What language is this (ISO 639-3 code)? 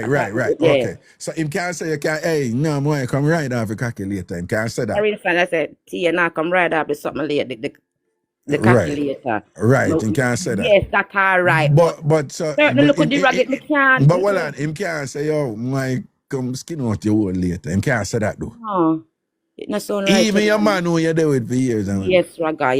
jam